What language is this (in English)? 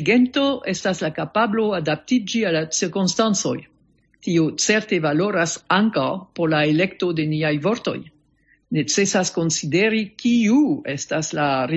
Esperanto